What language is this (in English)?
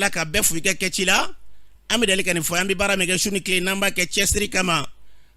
Bambara